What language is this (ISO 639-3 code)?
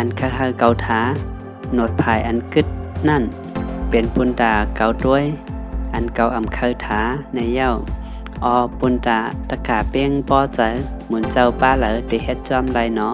shn